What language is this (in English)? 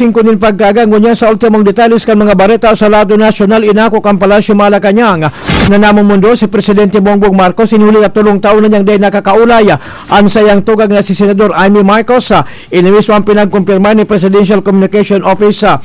Bikol